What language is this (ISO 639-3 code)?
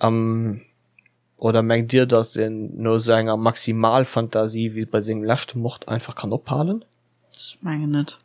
ltz